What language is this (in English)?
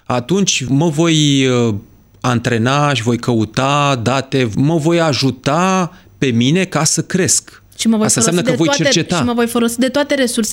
Romanian